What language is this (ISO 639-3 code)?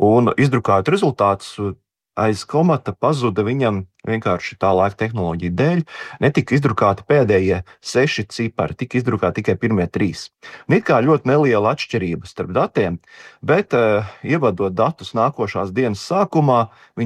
lav